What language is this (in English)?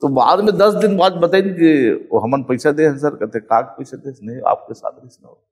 Chhattisgarhi